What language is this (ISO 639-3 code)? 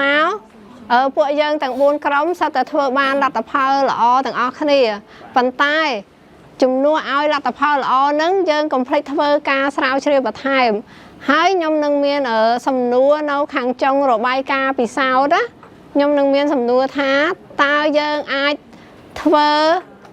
khm